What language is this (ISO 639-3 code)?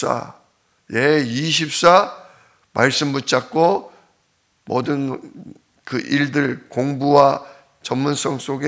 kor